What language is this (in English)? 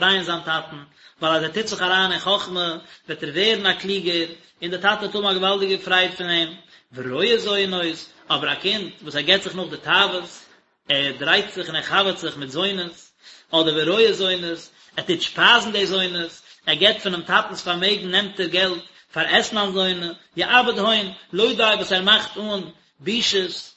Yiddish